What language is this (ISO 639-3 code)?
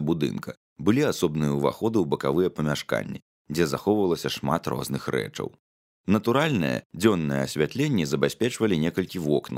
bel